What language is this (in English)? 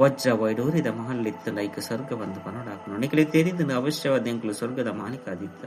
Tulu